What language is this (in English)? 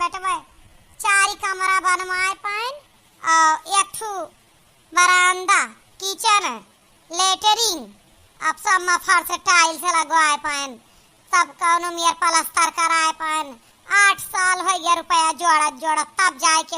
Awadhi